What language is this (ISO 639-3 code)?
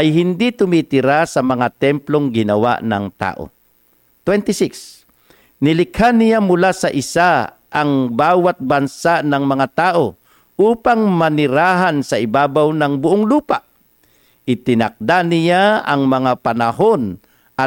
fil